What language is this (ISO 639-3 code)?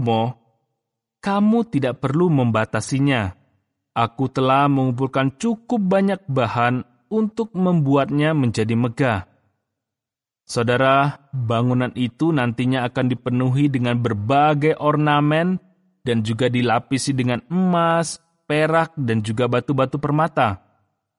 ind